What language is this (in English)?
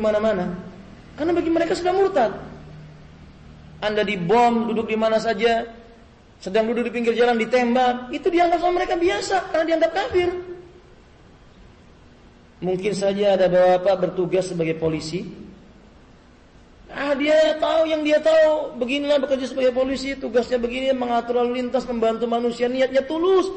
Indonesian